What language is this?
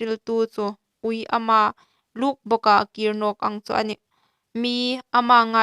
Hmar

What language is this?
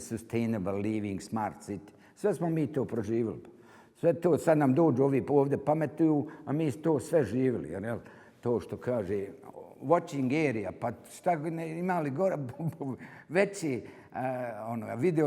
Bosnian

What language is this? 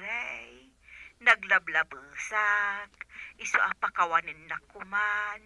Iloko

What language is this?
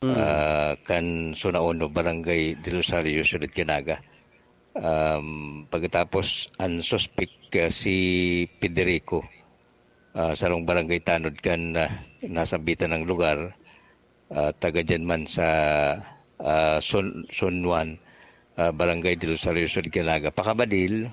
Bikol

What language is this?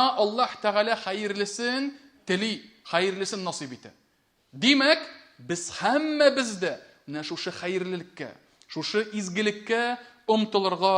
Tatar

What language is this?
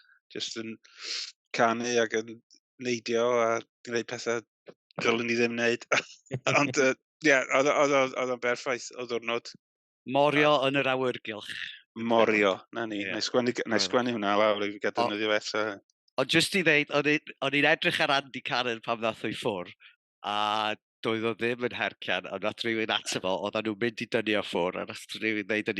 Welsh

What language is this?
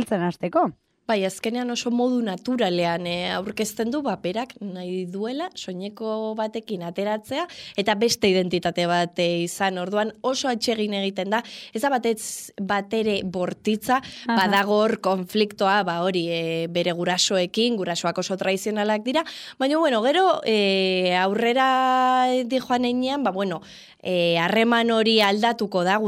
Basque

